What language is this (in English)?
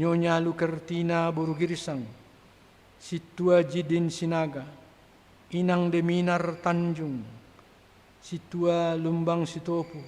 Batak Simalungun